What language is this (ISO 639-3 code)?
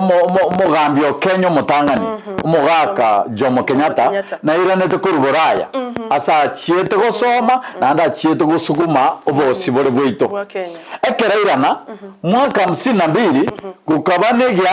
guz